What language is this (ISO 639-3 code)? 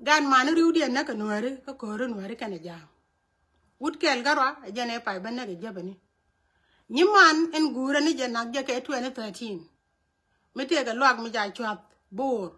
nus